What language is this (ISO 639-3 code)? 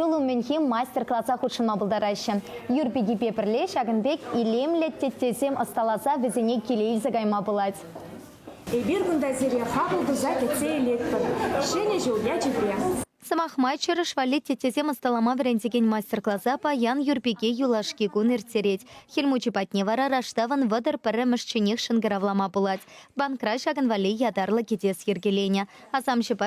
chv